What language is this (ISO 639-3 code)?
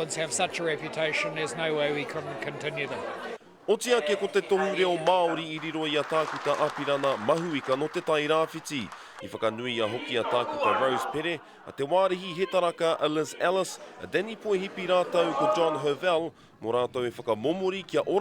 mri